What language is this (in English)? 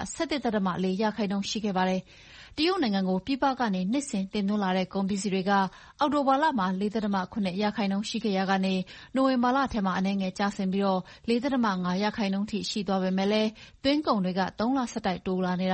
Burmese